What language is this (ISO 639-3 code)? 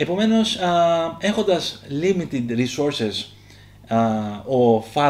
ell